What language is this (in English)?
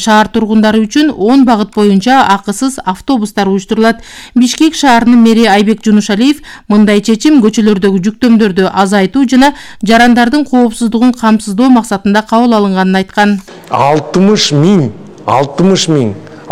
Kyrgyz